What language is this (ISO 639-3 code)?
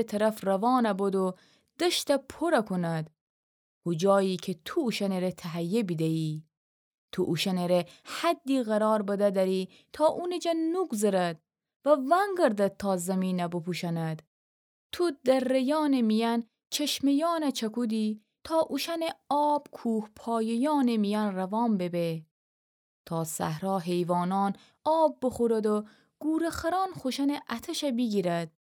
glk